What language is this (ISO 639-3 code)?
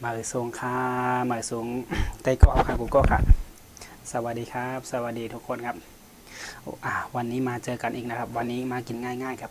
shn